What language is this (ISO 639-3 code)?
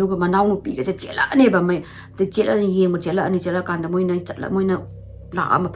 mni